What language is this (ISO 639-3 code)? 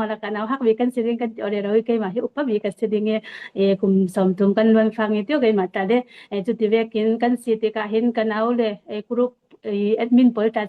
cfm